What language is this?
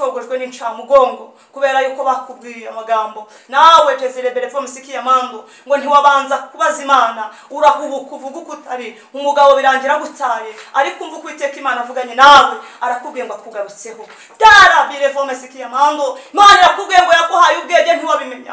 Kinyarwanda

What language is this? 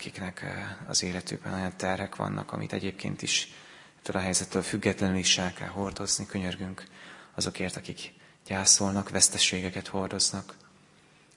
Hungarian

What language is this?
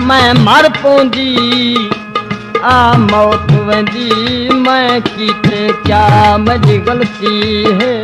Saraiki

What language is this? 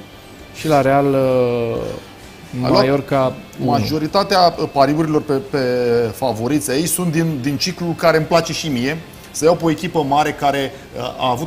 Romanian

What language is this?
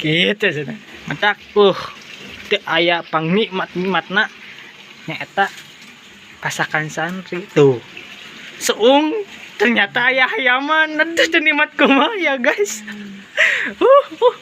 Sundanese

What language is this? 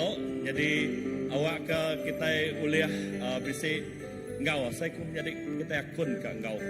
Iban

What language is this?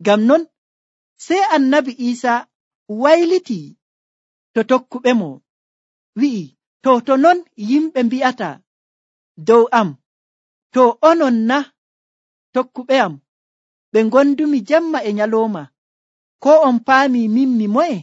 Nigerian Fulfulde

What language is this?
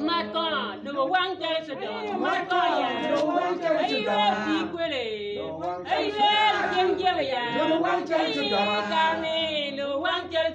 Acoli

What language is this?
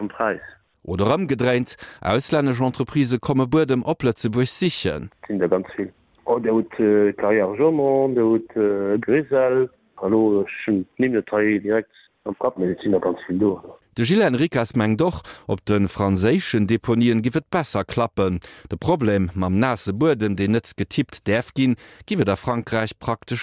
Luxembourgish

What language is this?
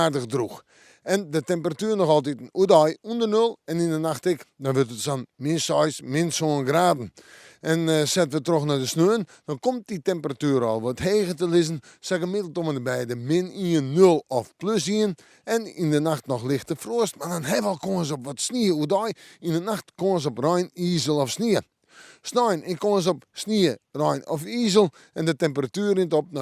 Western Frisian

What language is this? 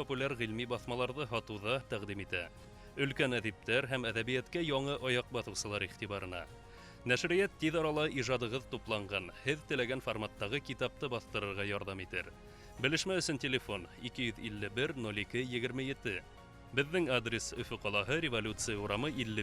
Bashkir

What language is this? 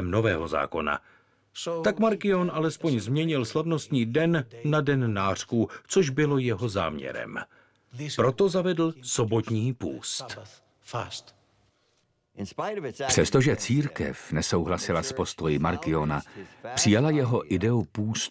Czech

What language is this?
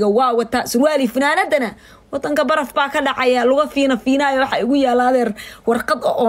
Somali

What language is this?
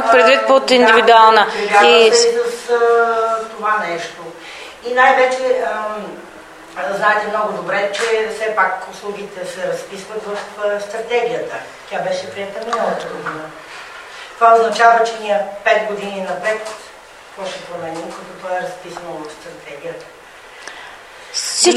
Bulgarian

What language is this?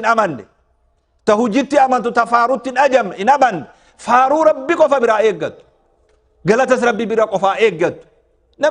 Oromo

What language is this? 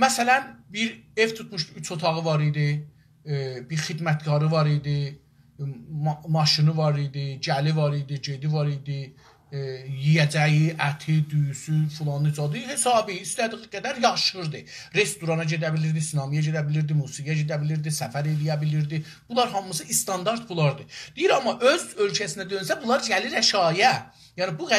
South Azerbaijani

